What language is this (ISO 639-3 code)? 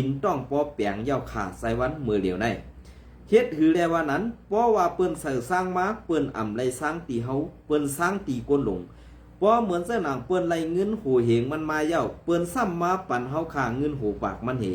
shn